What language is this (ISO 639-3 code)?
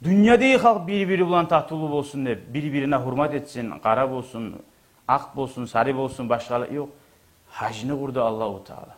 kum